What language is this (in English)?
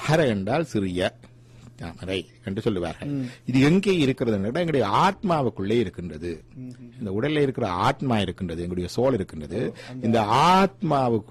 Tamil